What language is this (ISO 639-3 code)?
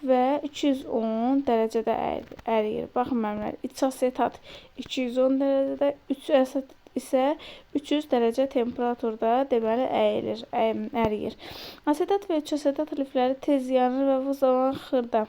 aze